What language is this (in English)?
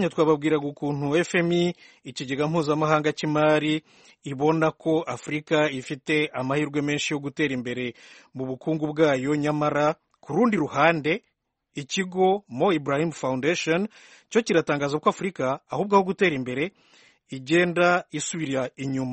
Kinyarwanda